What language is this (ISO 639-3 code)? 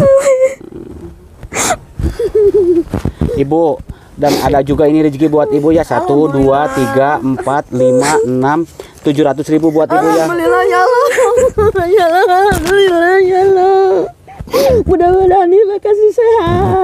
ind